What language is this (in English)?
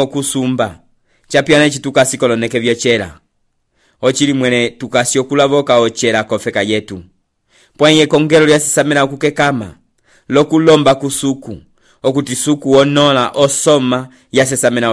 Umbundu